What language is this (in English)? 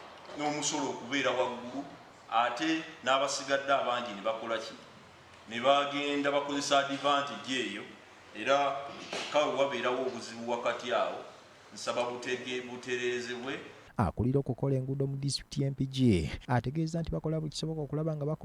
Ganda